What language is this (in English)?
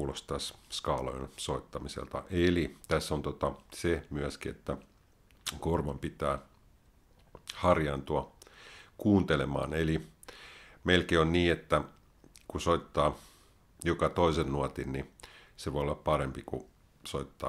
Finnish